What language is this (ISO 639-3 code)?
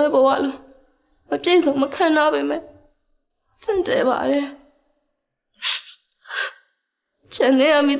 mya